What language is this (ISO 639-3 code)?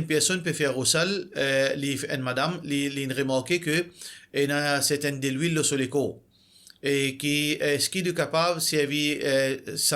mfe